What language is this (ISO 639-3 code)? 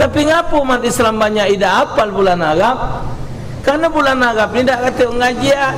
mui